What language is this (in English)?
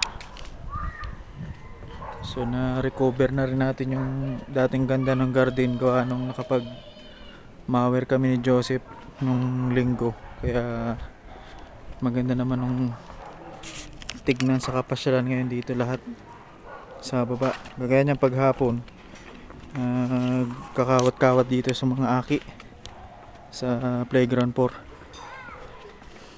Filipino